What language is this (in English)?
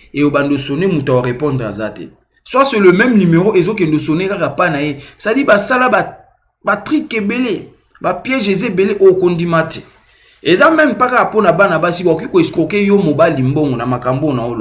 Lingala